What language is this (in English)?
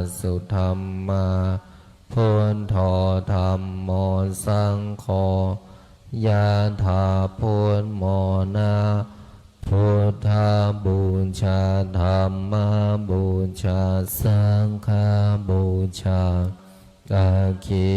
Pali